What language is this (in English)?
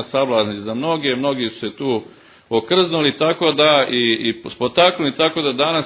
Serbian